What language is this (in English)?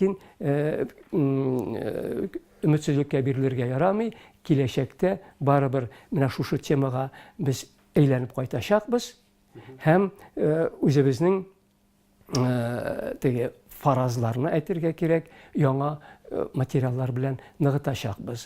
Tatar